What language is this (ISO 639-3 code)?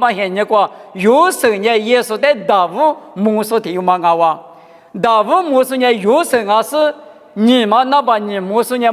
lis